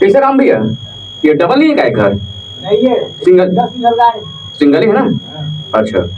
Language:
Chhattisgarhi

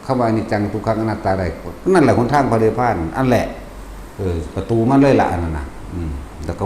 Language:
Northeastern Thai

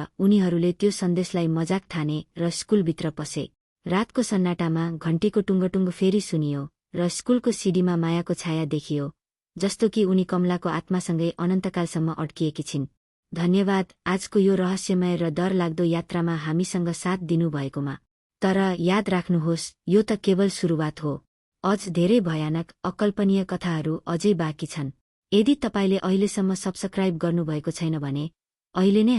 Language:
Nepali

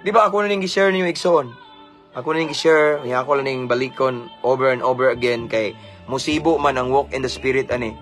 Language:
Cebuano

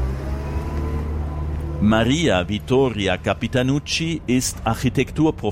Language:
German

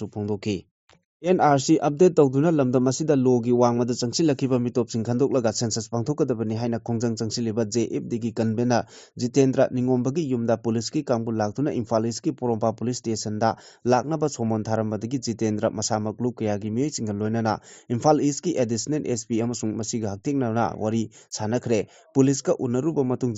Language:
Manipuri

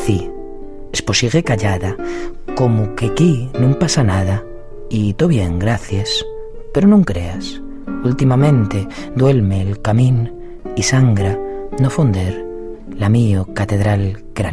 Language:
Asturian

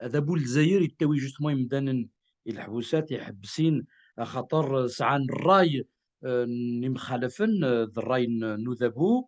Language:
Kabyle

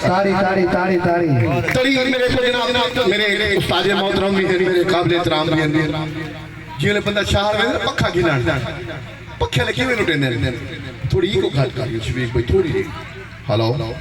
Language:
Saraiki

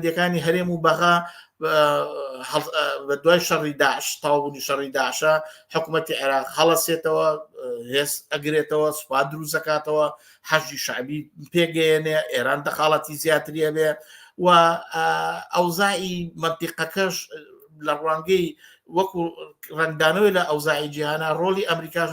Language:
Central Kurdish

